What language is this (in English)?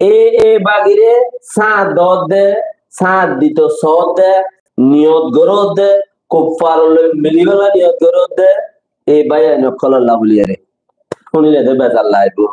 Rohingya